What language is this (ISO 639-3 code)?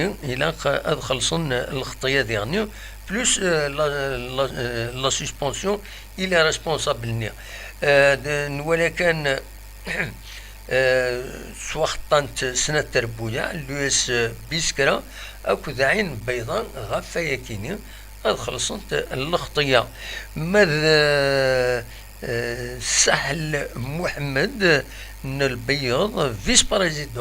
kab